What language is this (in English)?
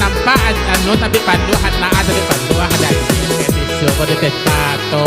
Minangkabau